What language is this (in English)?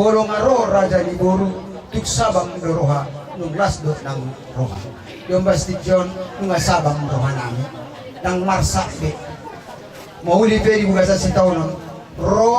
Batak Toba